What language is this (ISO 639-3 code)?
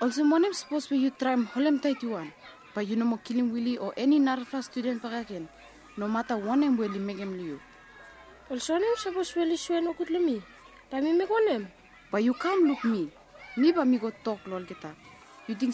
bis